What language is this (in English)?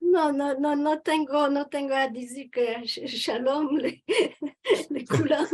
Ladino